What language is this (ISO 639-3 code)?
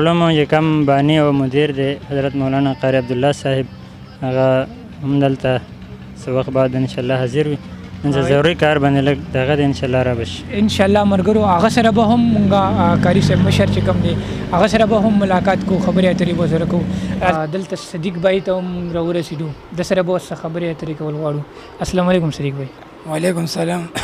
pus